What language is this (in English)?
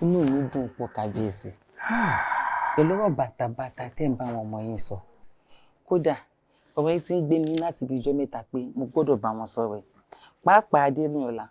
Yoruba